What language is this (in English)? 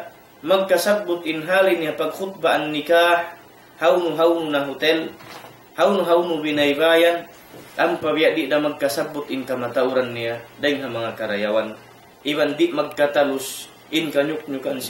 Tausug